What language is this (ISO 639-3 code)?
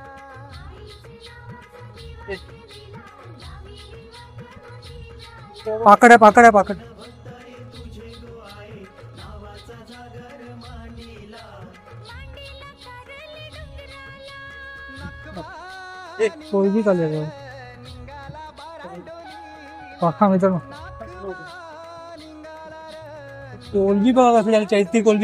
mar